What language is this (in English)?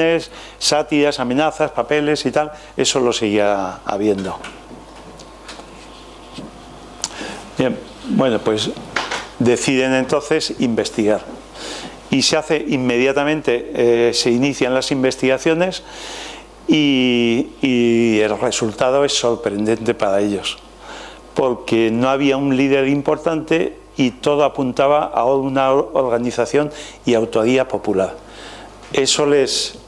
Spanish